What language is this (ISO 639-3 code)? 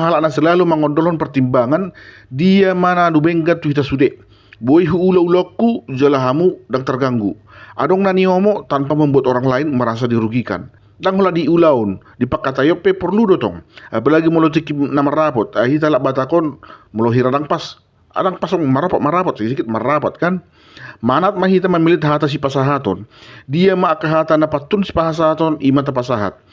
bbc